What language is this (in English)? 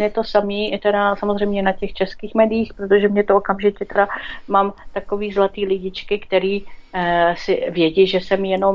Czech